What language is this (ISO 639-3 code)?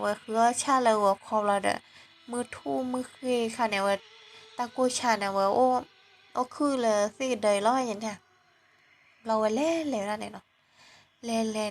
ksw